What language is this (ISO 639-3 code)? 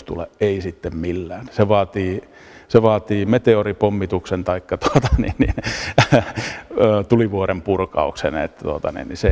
fin